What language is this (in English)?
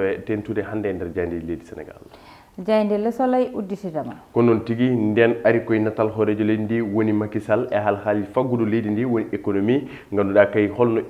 Fula